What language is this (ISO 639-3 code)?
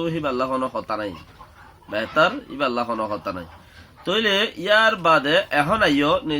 rhg